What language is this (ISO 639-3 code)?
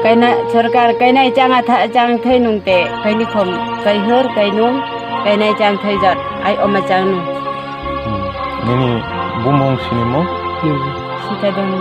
trp